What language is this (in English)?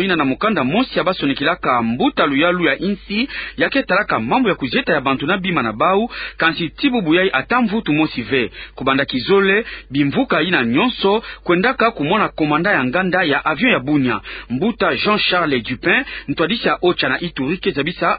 Kituba (Democratic Republic of Congo)